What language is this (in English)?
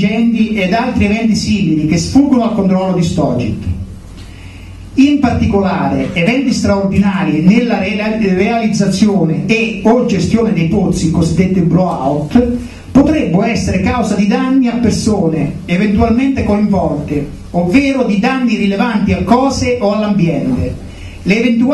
Italian